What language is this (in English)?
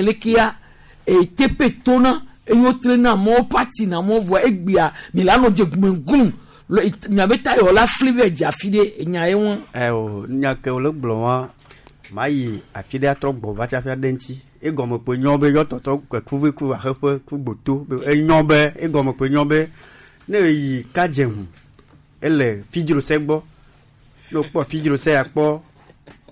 Gen